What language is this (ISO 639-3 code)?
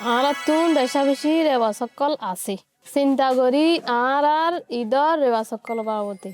rhg